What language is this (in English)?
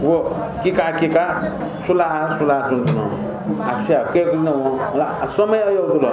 Newari